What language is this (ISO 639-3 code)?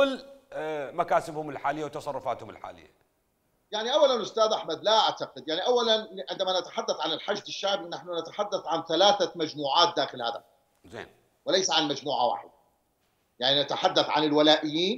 acm